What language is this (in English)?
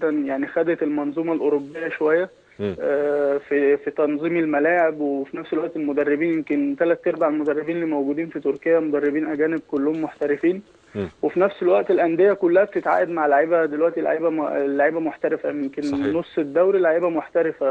Egyptian Arabic